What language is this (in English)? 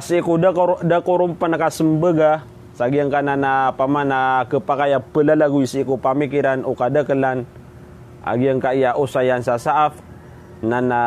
Maranao